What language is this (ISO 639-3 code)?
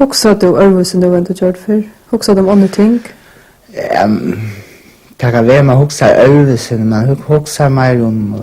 fao